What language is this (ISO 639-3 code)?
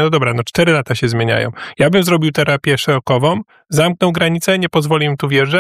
pol